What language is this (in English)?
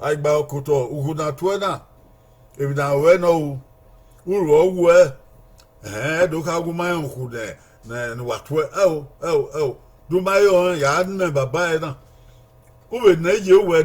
Bini